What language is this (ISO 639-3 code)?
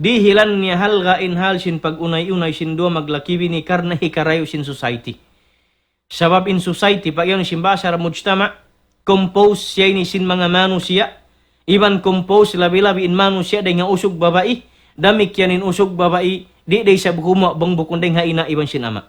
tsg